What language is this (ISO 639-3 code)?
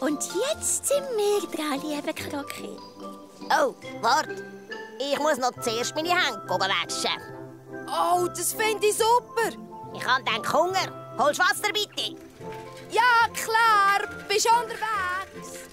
gsw